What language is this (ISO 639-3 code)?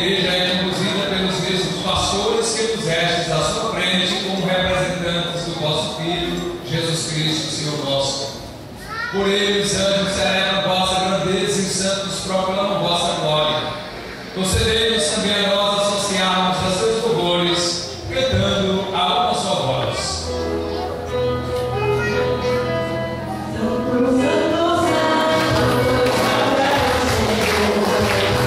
por